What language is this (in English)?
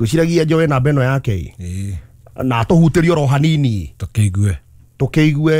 Kikuyu